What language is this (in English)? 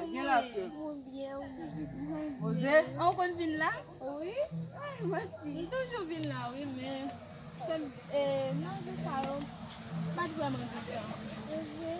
Haitian Creole